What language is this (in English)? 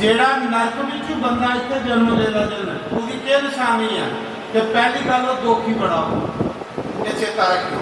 Dogri